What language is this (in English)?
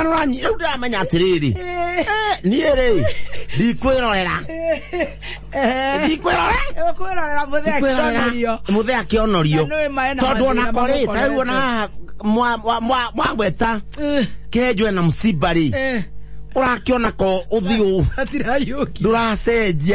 Kikuyu